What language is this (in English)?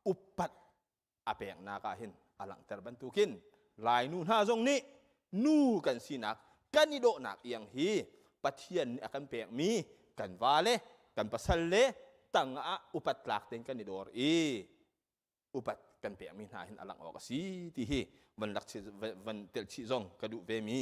Hakha Chin